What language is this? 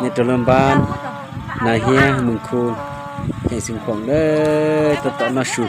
Hmong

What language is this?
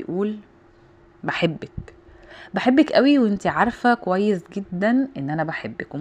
Egyptian Arabic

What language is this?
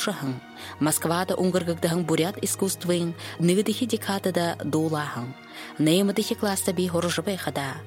Buriat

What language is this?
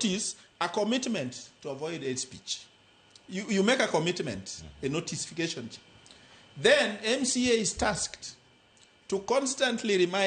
Luo (Kenya and Tanzania)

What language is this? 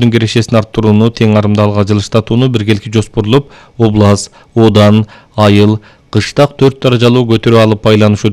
Kyrgyz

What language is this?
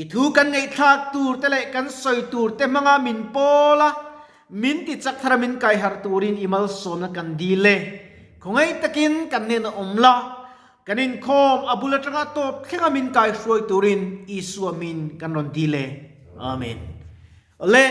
Mizo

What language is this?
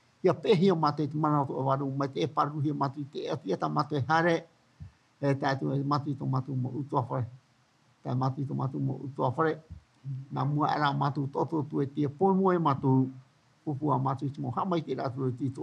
Tahitian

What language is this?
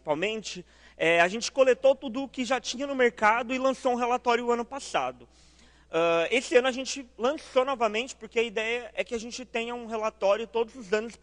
Portuguese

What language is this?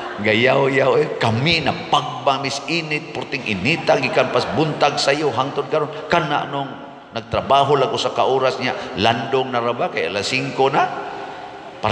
Cebuano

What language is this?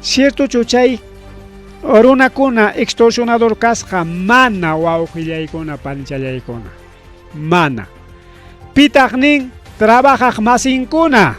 Ayacucho Quechua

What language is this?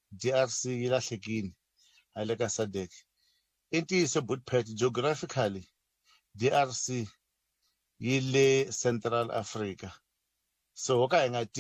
Tsonga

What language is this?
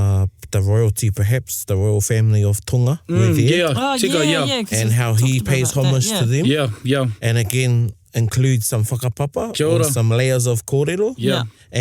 Māori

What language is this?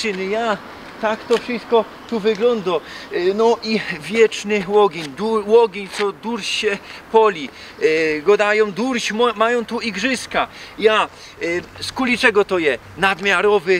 Silesian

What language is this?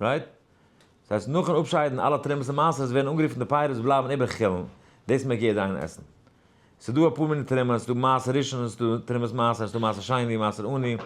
Yiddish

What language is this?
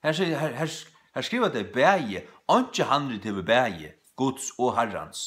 Faroese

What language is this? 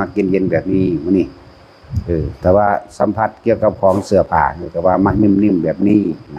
Northeastern Thai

